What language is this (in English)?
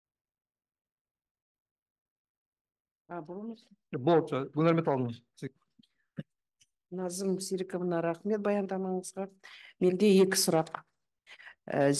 Kazakh